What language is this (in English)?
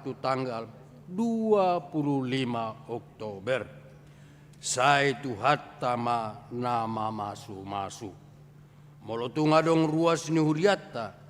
Batak Toba